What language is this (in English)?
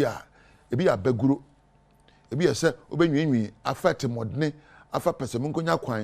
Akan